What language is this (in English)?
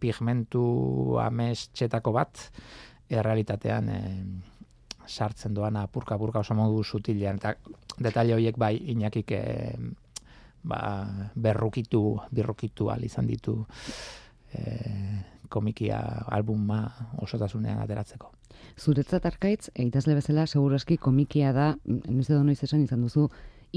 Basque